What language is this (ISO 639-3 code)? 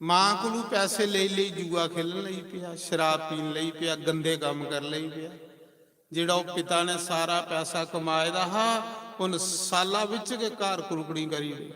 doi